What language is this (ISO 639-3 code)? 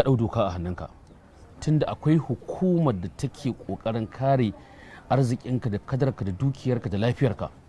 hau